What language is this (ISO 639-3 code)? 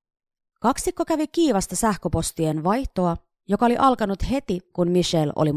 fin